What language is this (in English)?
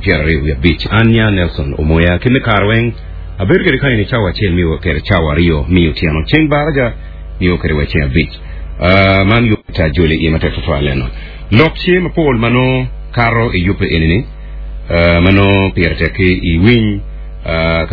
Acoli